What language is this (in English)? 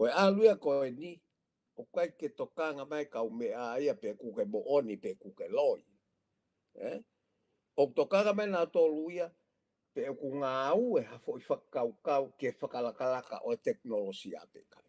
Tongan